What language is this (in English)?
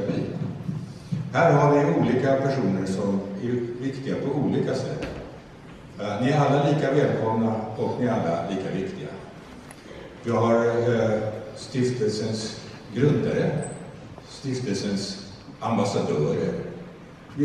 Swedish